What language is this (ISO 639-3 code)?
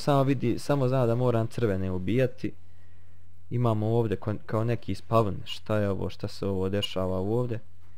bos